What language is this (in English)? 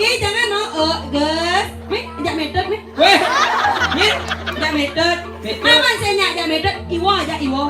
Balinese